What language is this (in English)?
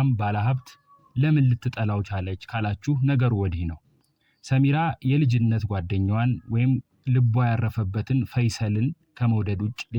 Amharic